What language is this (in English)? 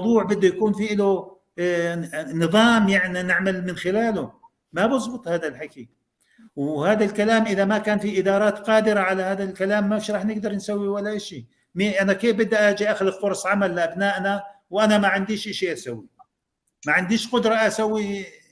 North Levantine Arabic